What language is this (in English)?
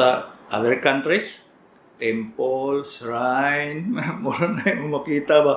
Cebuano